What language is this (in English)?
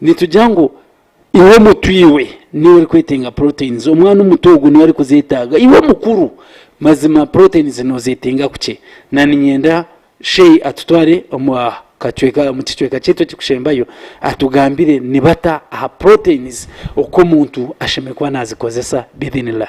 Nyankole